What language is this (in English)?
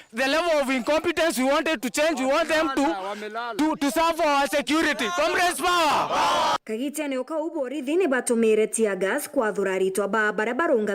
Meru